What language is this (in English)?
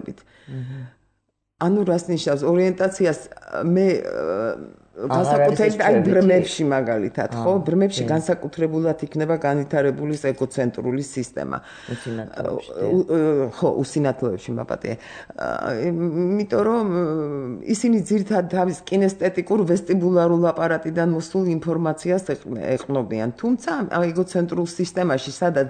Georgian